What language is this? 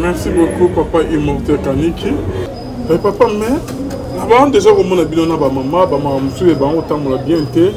Lingala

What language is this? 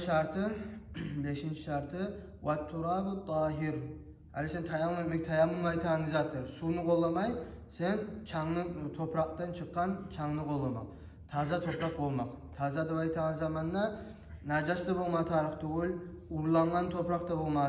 Kumyk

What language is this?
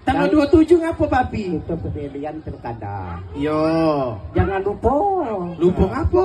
Musi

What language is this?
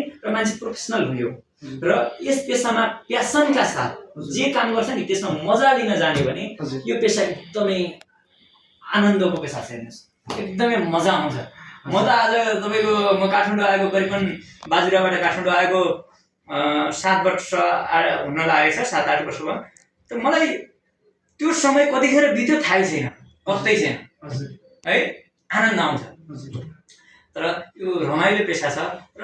Nepali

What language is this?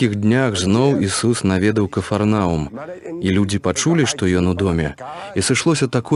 Belarusian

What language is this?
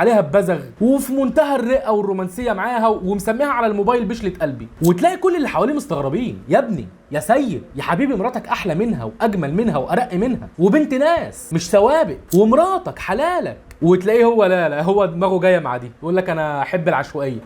Egyptian Arabic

